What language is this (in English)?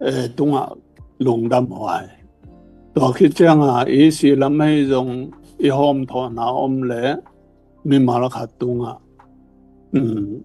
Tedim Chin